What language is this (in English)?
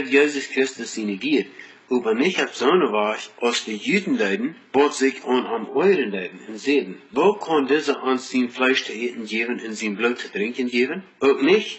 Plautdietsch